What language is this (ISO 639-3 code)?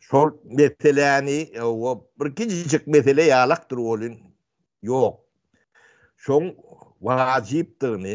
tuk